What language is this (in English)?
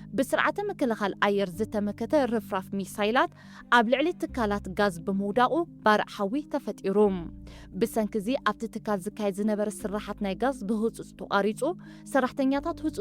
Tigrinya